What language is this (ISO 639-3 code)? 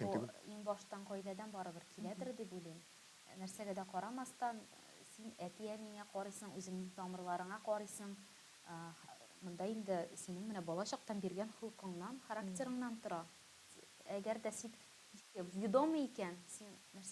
tat